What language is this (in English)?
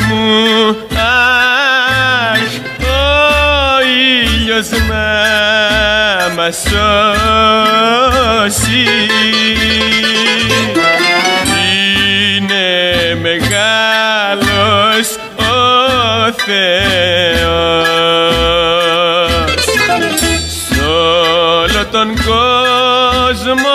Greek